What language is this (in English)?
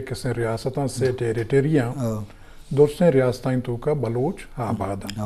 Eastern Balochi